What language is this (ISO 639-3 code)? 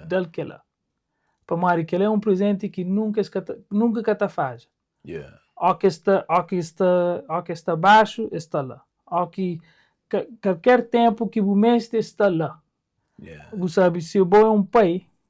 kea